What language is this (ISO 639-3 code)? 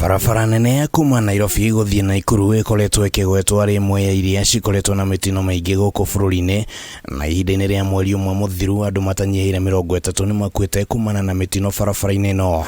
kik